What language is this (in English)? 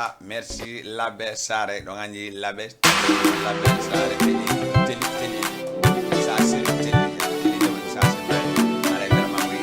Fula